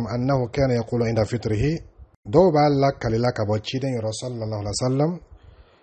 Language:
Dyula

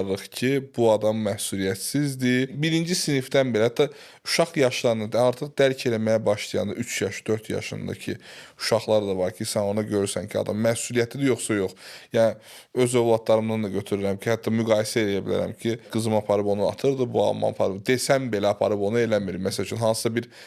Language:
Azerbaijani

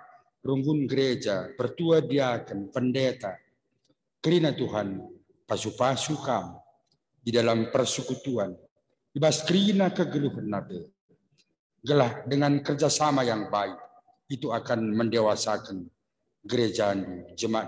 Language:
Batak Karo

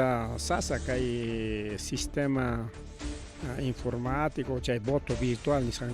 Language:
Ayacucho Quechua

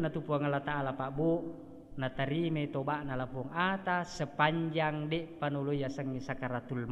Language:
Buginese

